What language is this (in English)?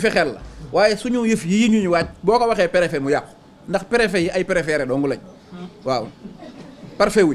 Wolof